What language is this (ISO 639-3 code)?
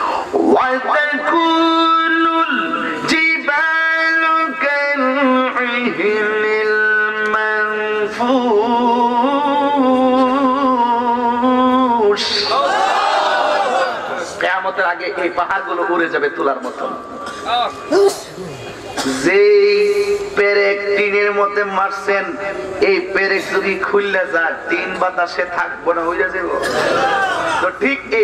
ben